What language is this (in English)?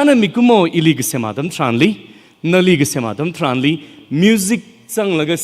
Tangkhul Naga (India)